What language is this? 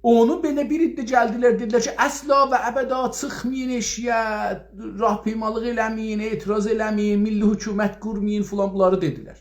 South Azerbaijani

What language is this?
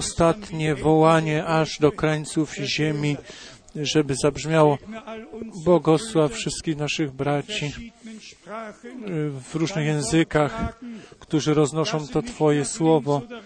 Polish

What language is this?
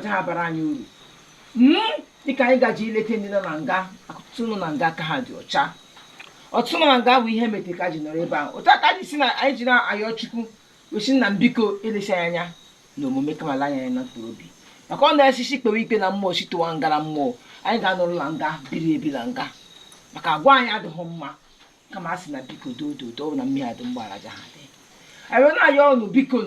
Igbo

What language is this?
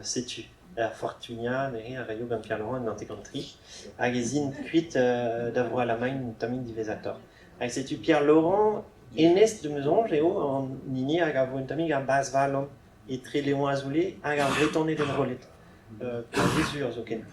Breton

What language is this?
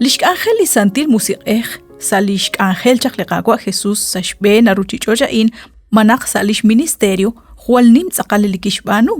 Kekchí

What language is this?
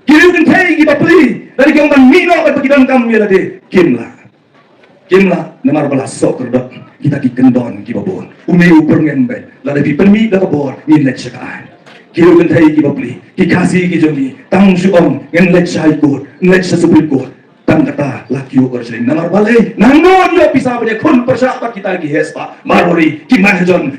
Khasi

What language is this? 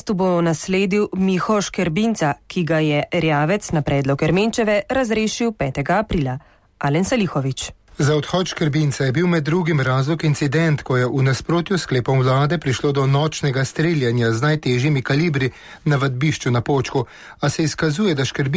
Slovenian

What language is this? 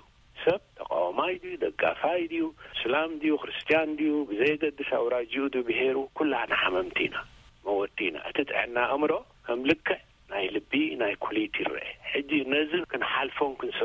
Tigrinya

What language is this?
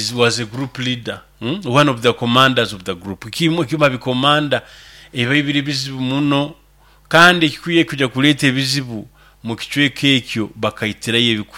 Nyoro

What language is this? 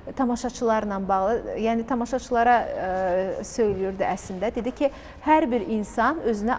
Azerbaijani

